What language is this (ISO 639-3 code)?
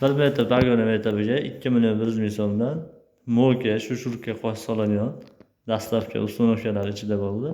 uzb